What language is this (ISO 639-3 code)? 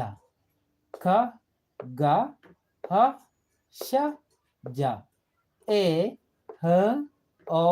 nus